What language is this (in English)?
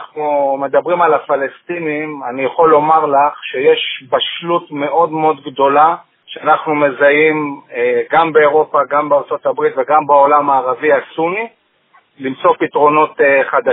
Hebrew